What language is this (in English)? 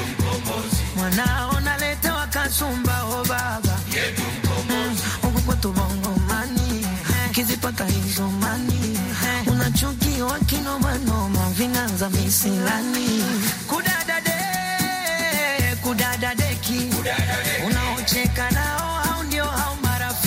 Swahili